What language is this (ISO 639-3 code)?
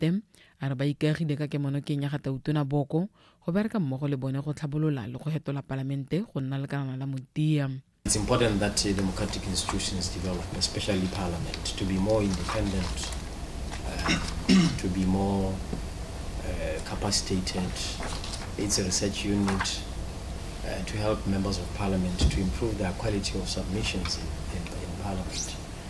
tsn